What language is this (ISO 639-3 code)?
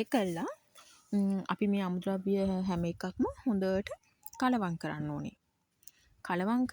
sin